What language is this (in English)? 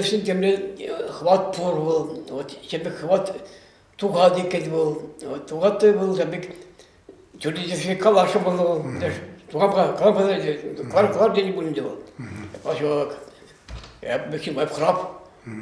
Chuvash